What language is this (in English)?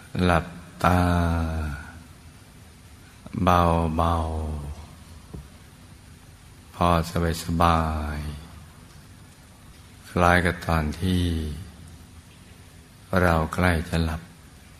Thai